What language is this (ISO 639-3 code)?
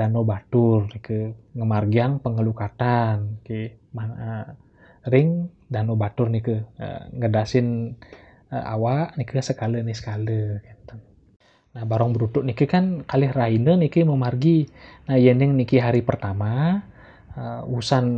ban